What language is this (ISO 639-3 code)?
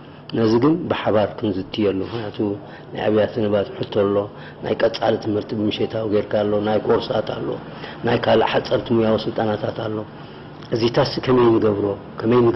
tir